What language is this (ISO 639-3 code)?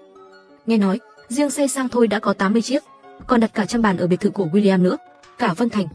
vie